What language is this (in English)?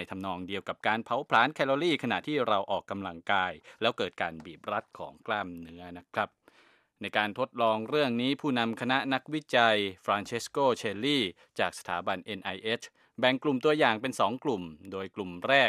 Thai